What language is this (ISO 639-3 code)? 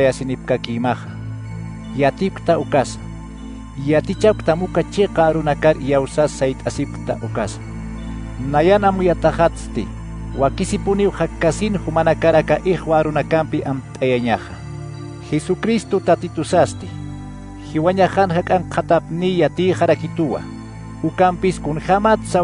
aym